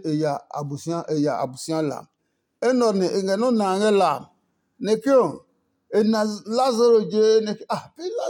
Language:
Adangme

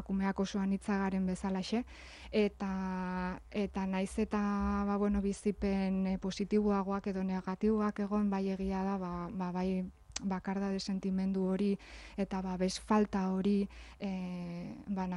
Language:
Basque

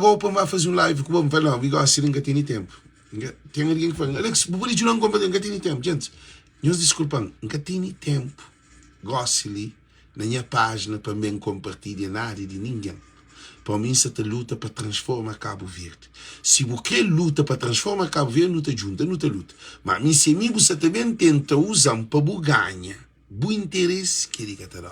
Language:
Kabuverdianu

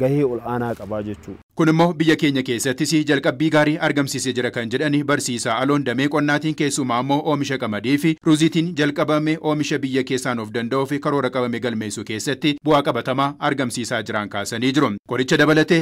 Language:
Oromo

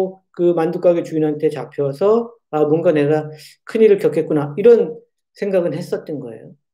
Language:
Korean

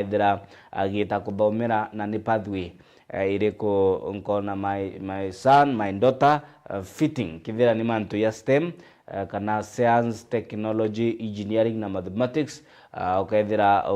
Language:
Meru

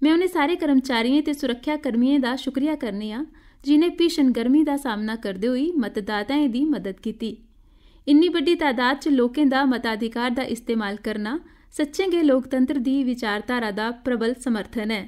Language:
Dogri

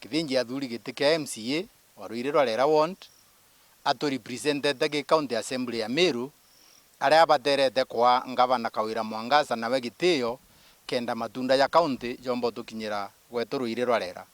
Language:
Meru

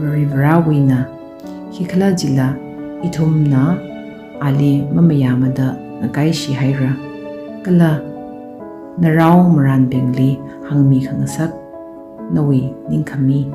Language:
Tangkhul Naga (India)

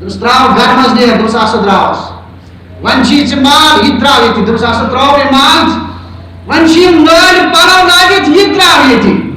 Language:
Kashmiri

